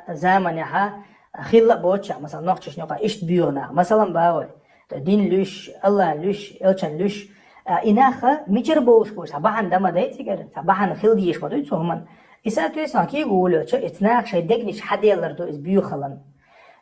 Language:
Chechen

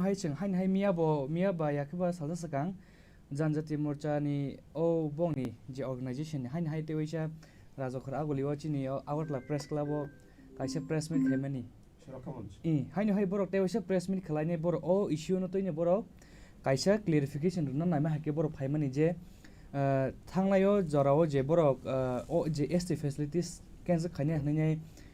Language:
Kok Borok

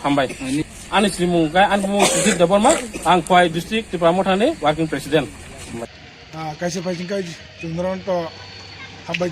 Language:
Kok Borok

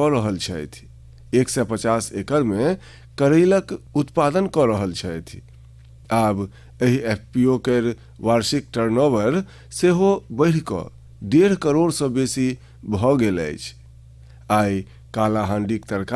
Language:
Maithili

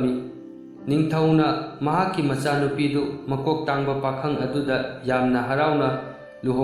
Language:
Manipuri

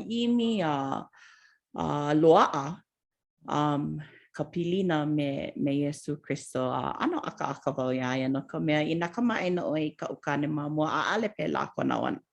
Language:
Hawaiian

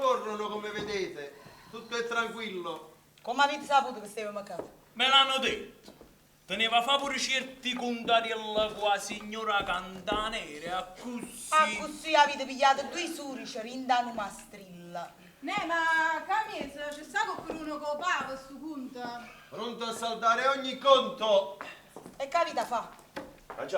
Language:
Neapolitan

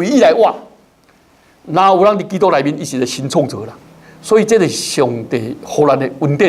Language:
Min Nan Chinese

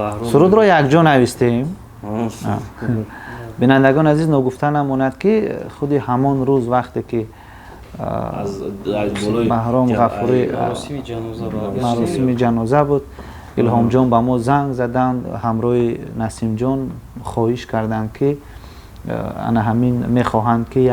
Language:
Tajik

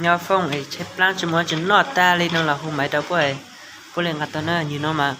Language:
Hmong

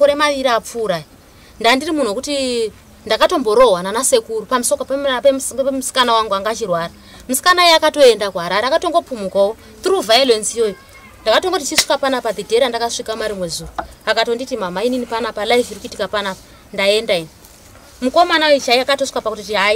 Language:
Shona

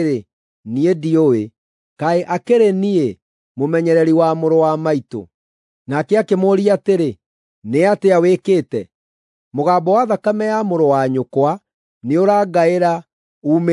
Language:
Kikuyu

